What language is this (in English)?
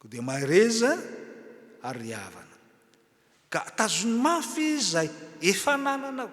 Malagasy